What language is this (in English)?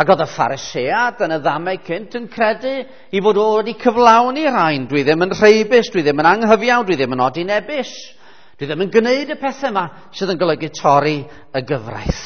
Welsh